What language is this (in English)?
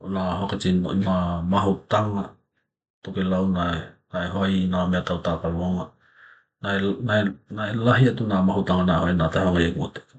Tokelau